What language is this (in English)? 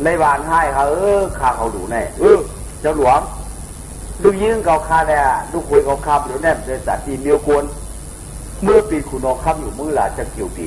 Shan